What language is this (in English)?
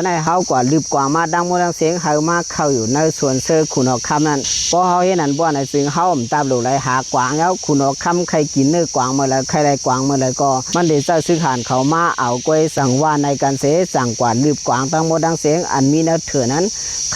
Shan